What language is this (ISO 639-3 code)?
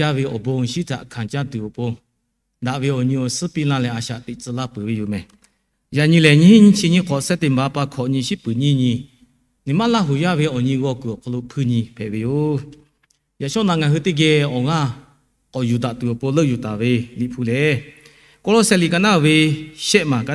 lhu